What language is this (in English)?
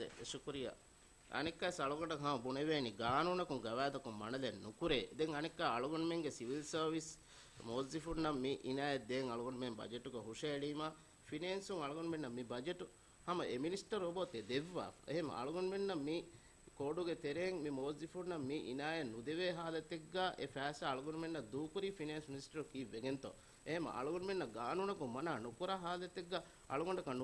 Divehi